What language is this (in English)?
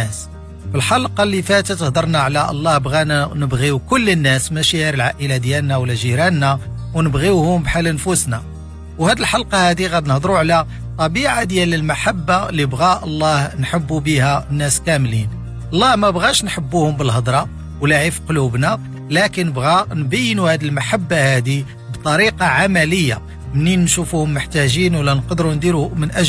Moroccan Arabic